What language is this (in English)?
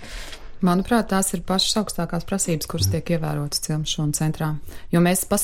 Latvian